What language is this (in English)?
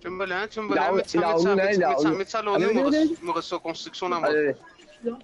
Morisyen